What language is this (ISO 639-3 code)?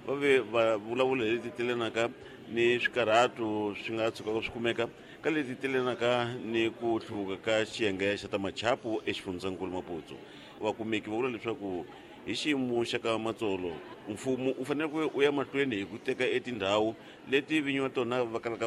tso